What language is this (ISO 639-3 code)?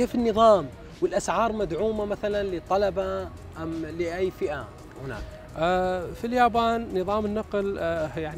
ara